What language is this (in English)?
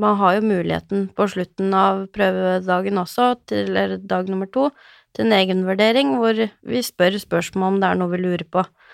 Norwegian